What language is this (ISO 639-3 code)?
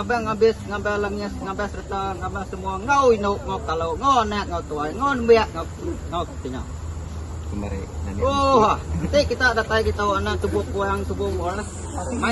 iba